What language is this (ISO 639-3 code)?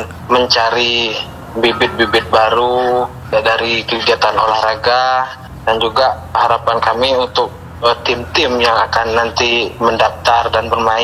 ind